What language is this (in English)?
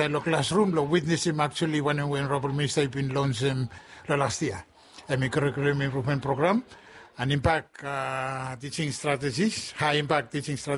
Bislama